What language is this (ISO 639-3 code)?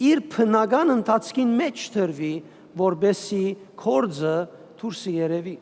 hyw